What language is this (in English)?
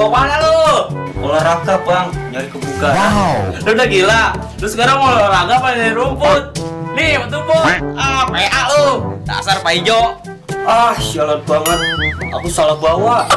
Betawi